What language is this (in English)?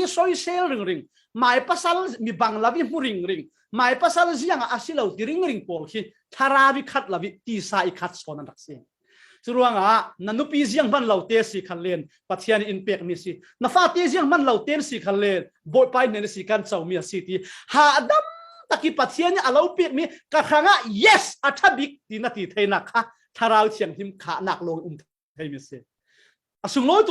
Falam Chin